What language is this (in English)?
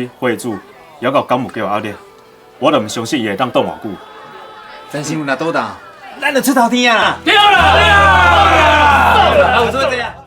Min Nan Chinese